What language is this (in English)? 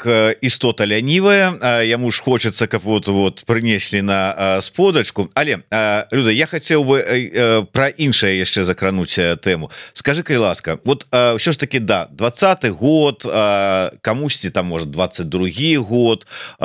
Belarusian